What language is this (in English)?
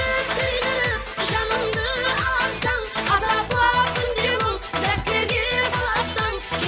Kara-Kalpak